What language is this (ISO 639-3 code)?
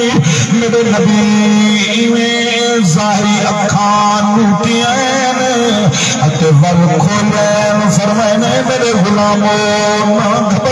skr